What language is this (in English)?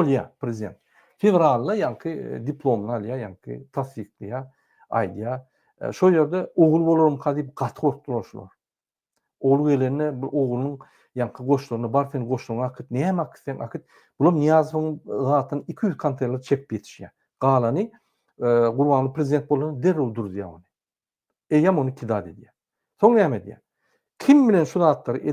Turkmen